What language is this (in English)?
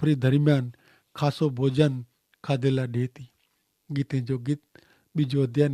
Kachhi